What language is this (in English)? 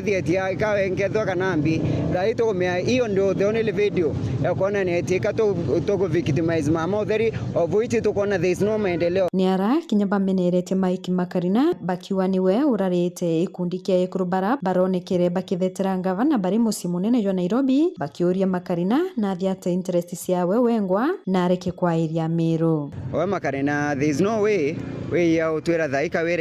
Meru